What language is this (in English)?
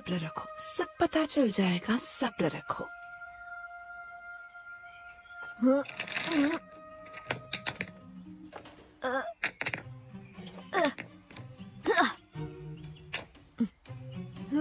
Hindi